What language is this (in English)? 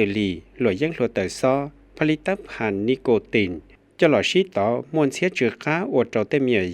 Hmong